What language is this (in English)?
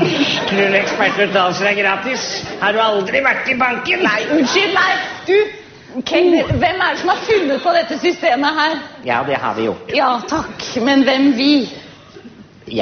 Norwegian